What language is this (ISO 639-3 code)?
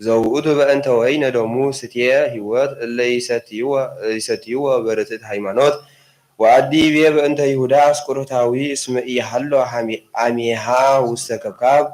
gez